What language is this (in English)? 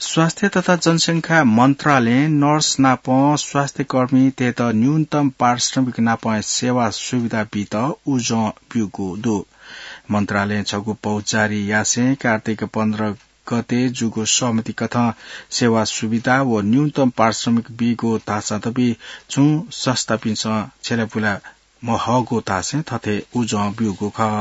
Newari